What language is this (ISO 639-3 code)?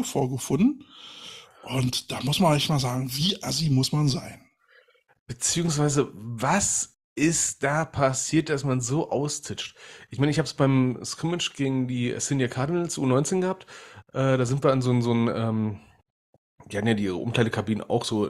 deu